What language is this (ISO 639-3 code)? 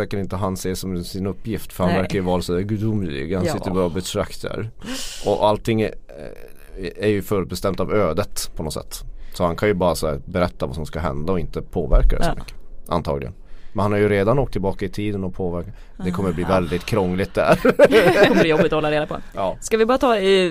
swe